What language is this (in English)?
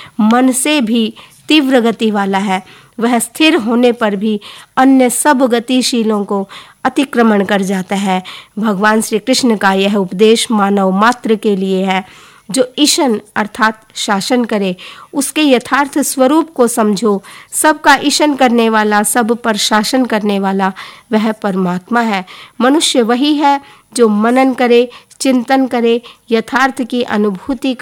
Hindi